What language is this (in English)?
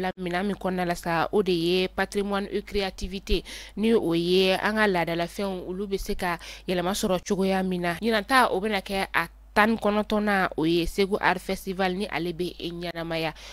Bambara